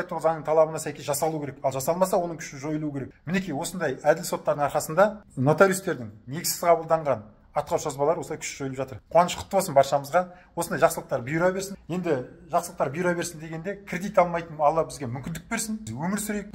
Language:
Kazakh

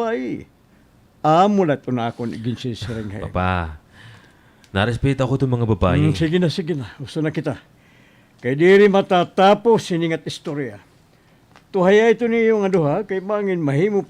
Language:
Waray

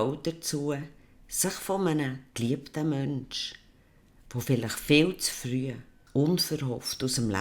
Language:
Swiss German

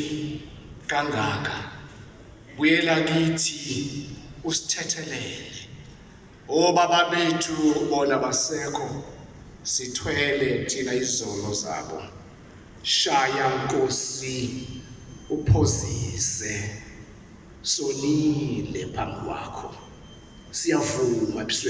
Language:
Zulu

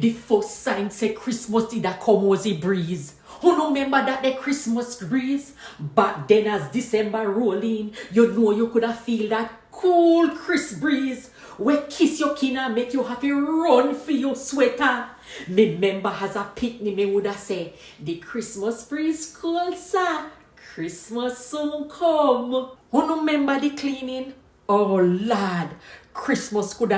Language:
Jamaican Creole English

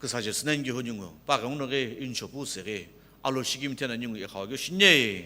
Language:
Sumi Naga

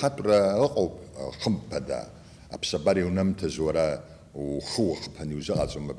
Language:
Abkhazian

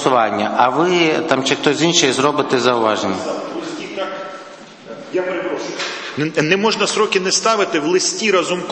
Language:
Ukrainian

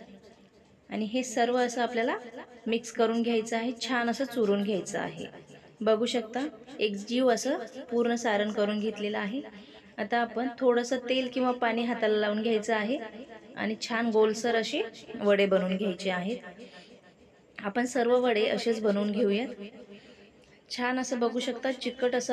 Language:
Marathi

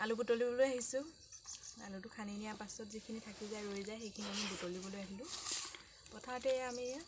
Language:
Assamese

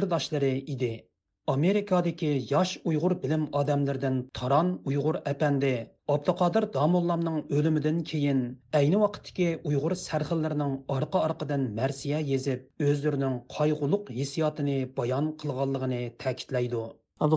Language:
Uyghur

